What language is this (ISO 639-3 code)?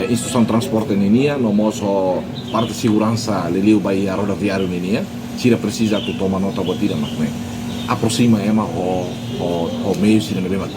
tet